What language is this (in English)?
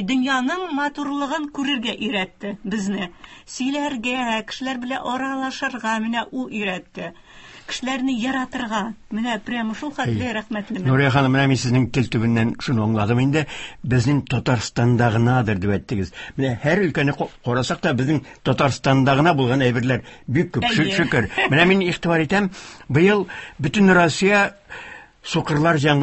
Tatar